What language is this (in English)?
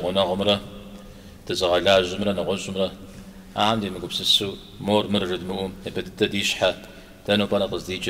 Kabardian